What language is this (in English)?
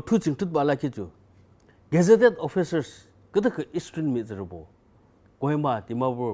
Yimchungru Naga